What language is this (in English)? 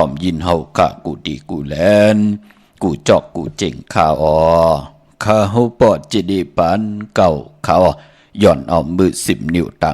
Shan